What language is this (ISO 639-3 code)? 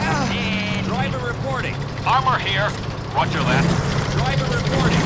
bar